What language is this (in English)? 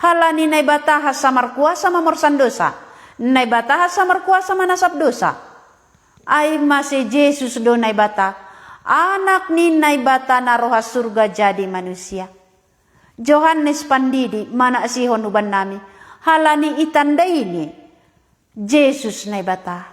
Batak Simalungun